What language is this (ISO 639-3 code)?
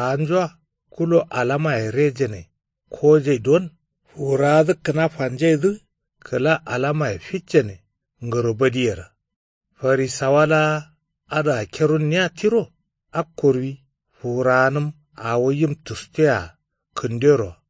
kau